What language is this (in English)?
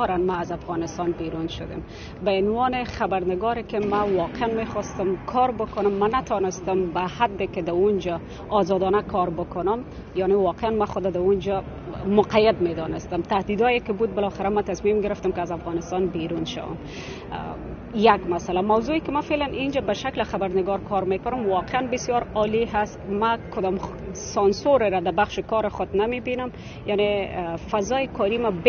Persian